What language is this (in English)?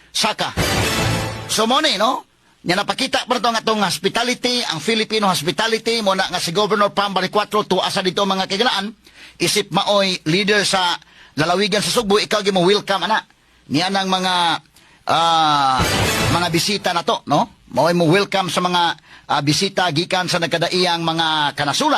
Cebuano